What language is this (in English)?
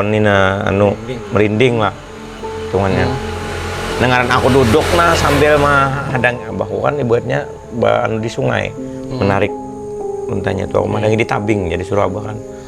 Banjar